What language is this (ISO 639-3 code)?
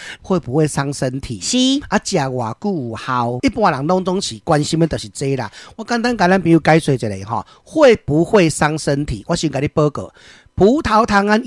nan